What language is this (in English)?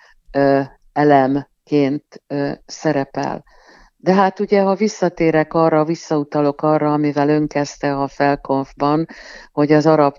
Hungarian